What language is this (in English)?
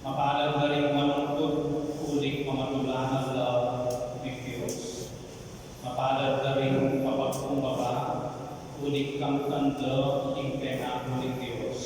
Pampanga